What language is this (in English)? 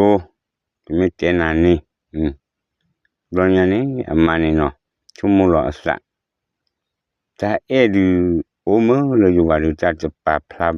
S'gaw Karen